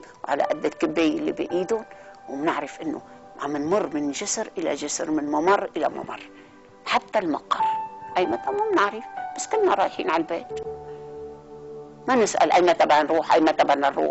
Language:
North Levantine Arabic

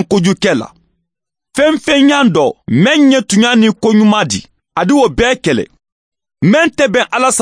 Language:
Mandingo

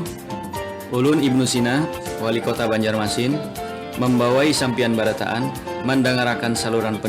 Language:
Banjar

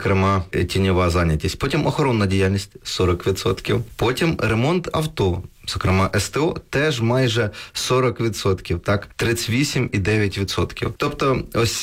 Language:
Ukrainian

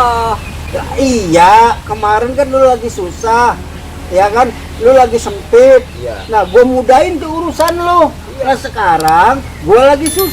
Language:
Betawi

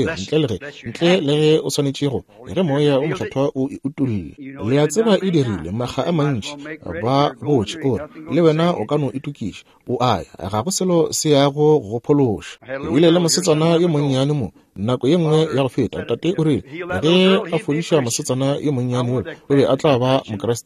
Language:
Northern Sotho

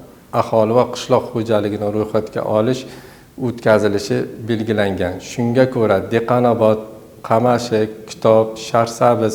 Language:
Uzbek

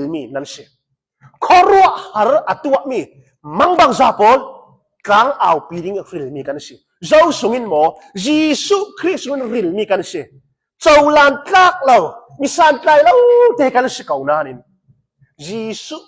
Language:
Hakha Chin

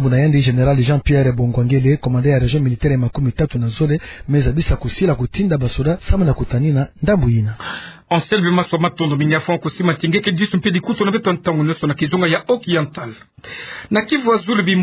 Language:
Kituba (Democratic Republic of Congo)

